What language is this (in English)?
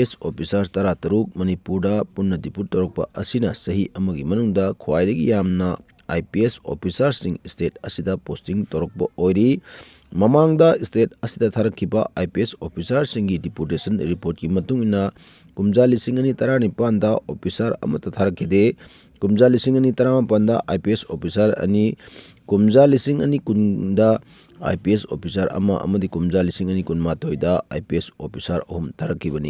Manipuri